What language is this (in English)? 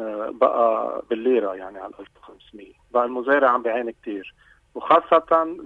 North Levantine Arabic